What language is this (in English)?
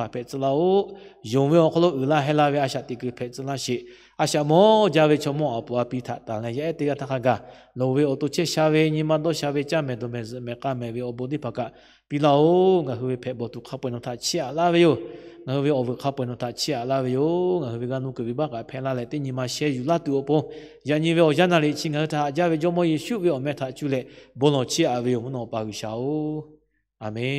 Lahu